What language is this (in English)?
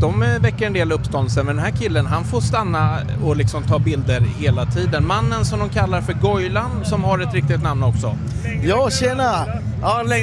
Swedish